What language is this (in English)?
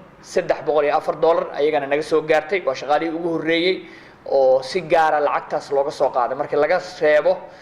Somali